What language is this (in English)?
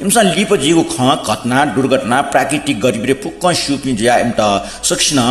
Newari